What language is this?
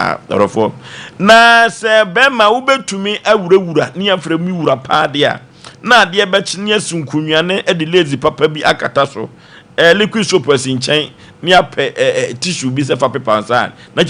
Akan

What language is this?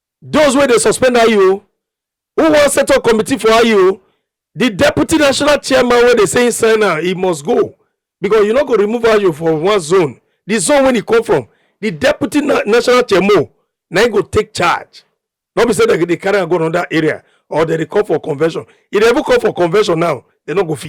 Nigerian Pidgin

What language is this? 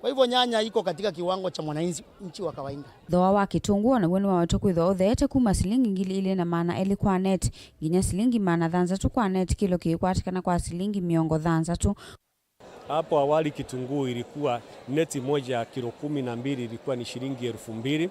Kamba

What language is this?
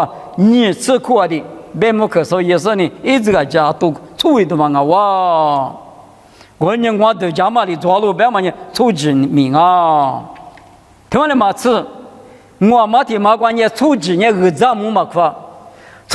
Lisu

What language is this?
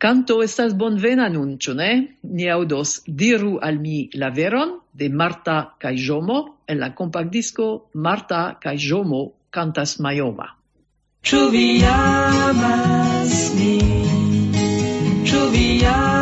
Esperanto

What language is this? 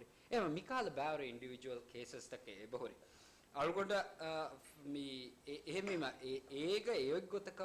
Divehi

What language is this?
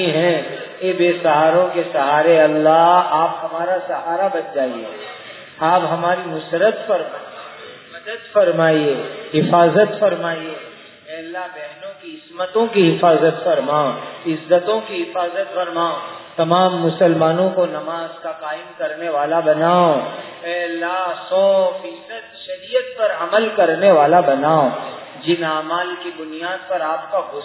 Urdu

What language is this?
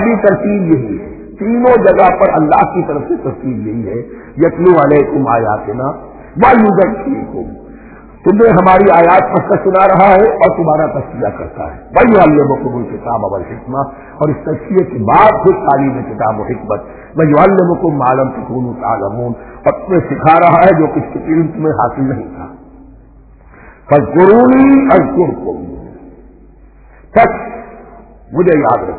Urdu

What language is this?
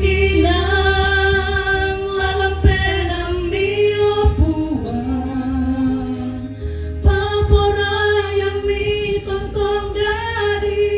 Toraja-Sa'dan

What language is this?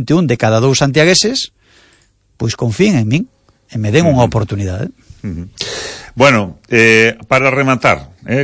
Galician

